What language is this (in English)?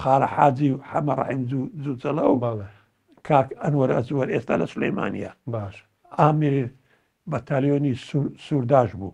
Central Kurdish